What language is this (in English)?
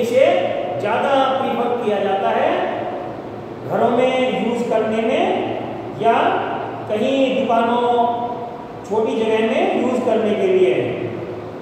Hindi